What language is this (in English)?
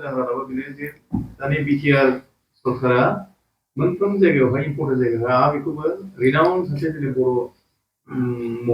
Bodo